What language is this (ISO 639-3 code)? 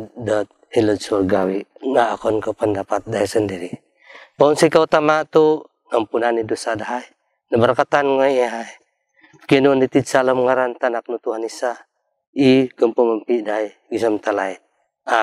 dtp